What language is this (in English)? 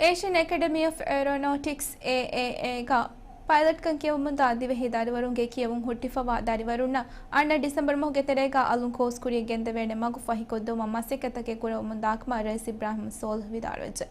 Divehi